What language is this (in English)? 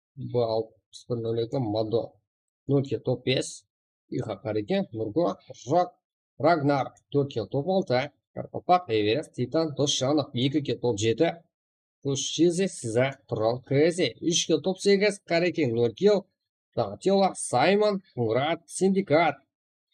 Kara-Kalpak